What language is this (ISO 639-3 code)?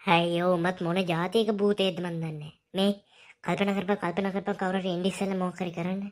sin